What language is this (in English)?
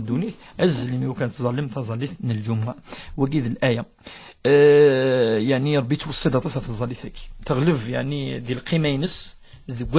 Kabyle